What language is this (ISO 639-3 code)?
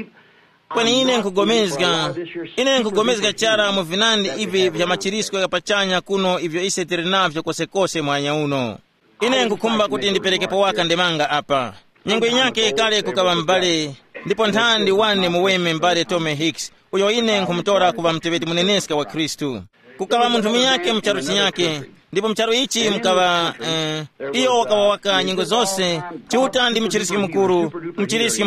tum